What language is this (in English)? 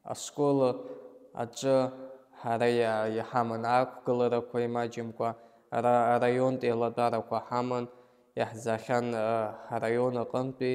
Abkhazian